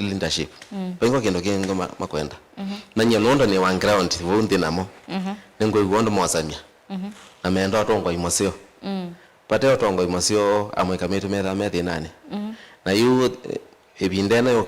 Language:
Kamba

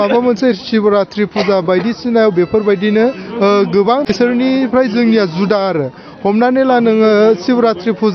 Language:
Bodo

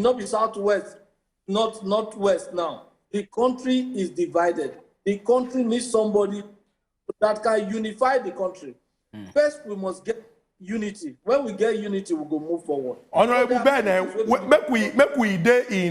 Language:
Nigerian Pidgin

